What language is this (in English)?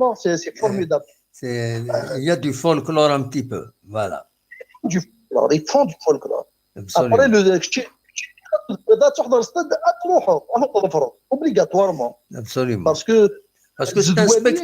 Kabyle